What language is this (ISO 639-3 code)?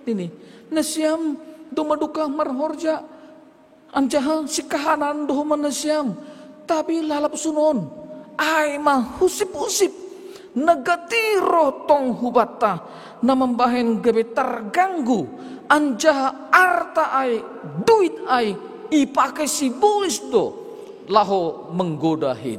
bts